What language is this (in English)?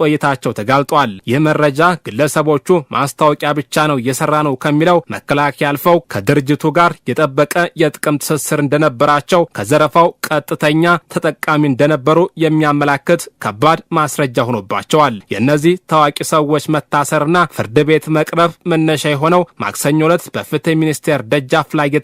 Amharic